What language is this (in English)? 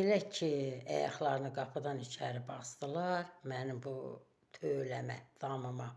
Azerbaijani